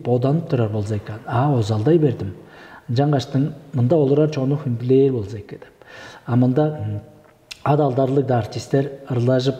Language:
Tuvinian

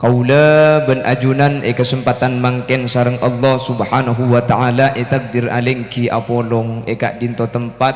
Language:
Madurese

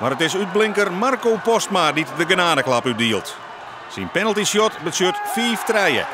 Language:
Western Frisian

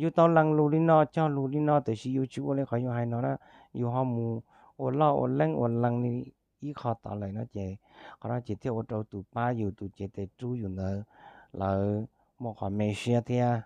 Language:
Hmong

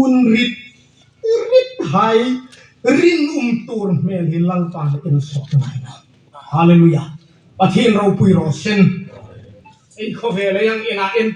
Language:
Hmar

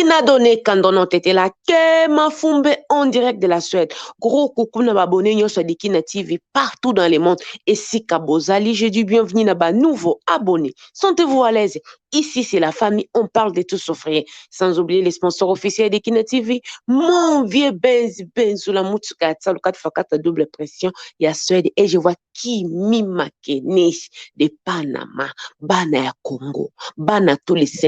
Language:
Lingala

